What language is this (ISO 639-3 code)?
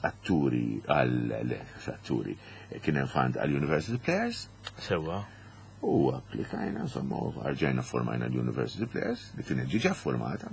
mlt